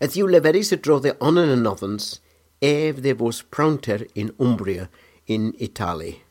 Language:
Cornish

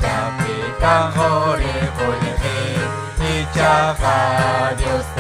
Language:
Ayacucho Quechua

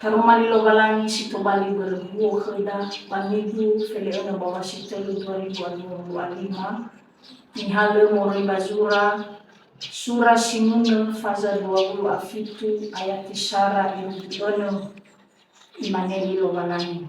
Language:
Nias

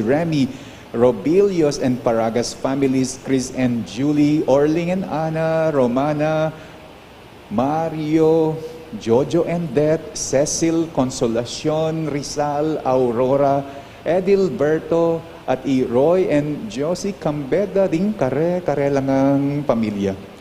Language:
Pampanga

